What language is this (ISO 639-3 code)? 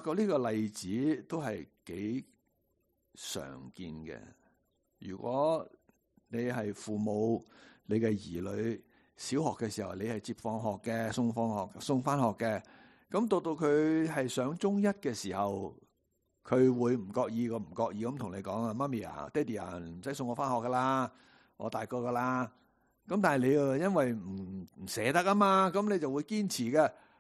yue